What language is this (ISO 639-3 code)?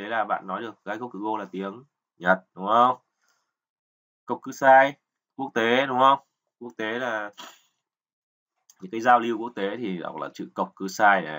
vie